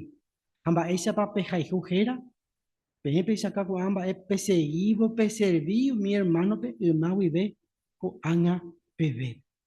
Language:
Guarani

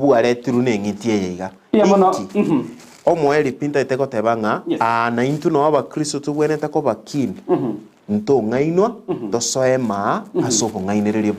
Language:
Gusii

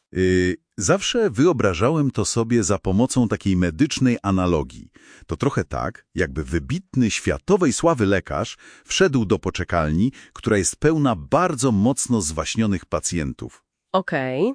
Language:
Polish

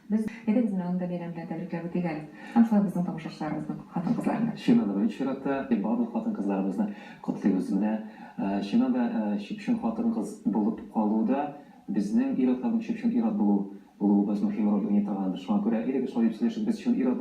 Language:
Tatar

